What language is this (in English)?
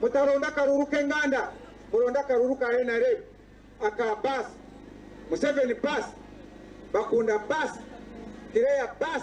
Nyankole